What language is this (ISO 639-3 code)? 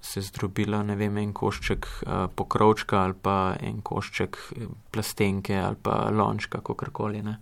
slv